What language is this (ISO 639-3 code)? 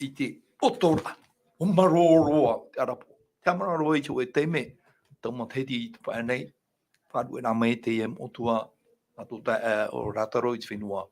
tah